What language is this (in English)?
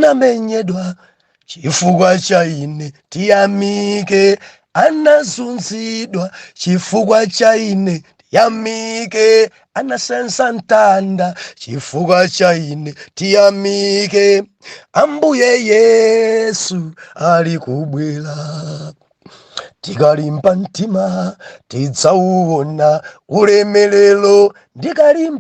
Nyanja